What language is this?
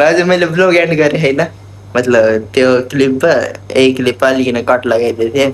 Nepali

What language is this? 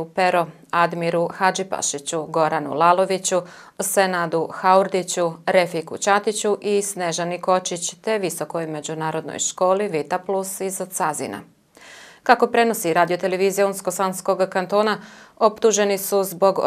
Bosnian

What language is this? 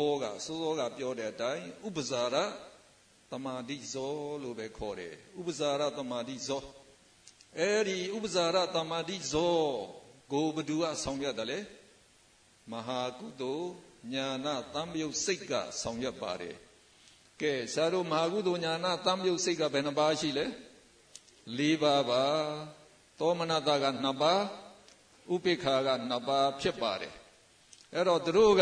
Burmese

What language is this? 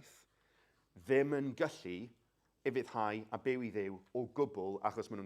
Welsh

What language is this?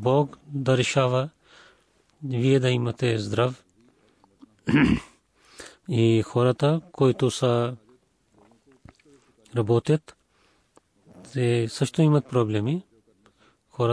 Bulgarian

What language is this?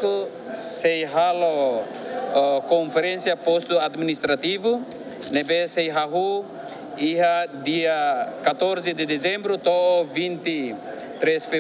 Tetum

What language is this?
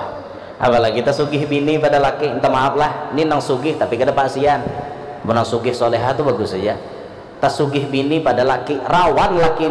Banjar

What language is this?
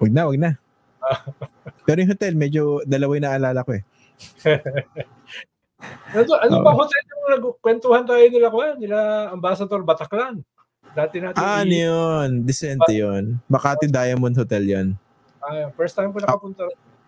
Filipino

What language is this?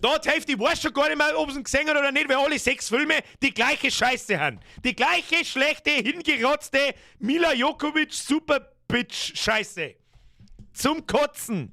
Bavarian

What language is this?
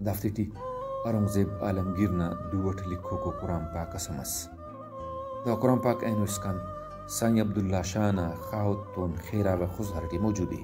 Brahui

